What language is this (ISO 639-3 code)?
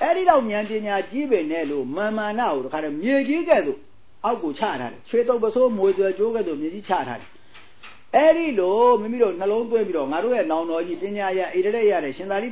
mya